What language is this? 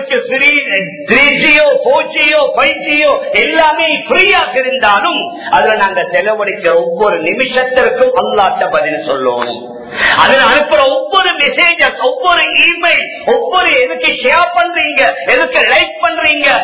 Tamil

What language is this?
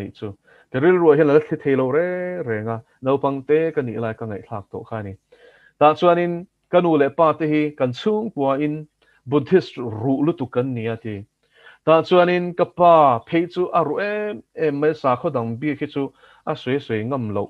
Mizo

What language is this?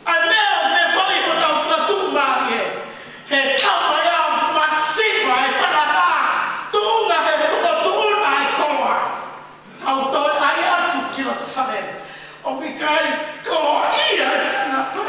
Tongan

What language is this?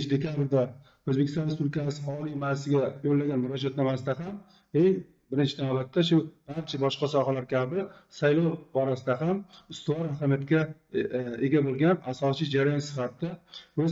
Uzbek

